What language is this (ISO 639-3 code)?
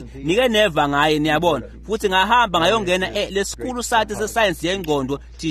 ssw